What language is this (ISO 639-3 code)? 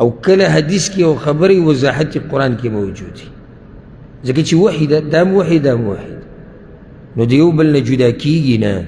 pus